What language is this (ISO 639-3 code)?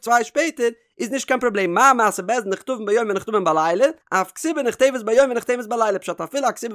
yid